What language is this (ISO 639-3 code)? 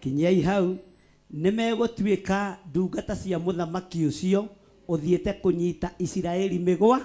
kik